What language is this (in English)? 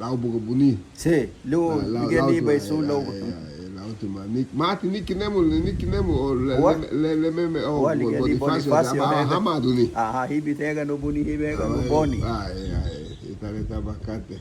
Garifuna